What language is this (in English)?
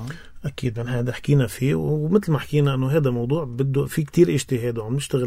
North Levantine Arabic